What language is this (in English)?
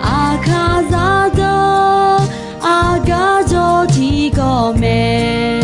Akha